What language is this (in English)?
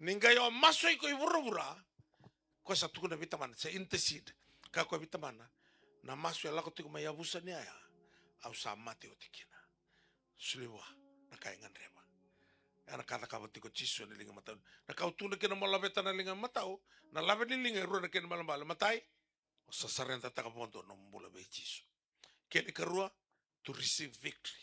Fijian